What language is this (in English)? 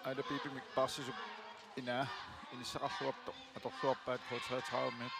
Kalaallisut